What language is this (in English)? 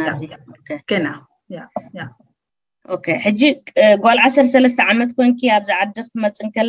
Tigrinya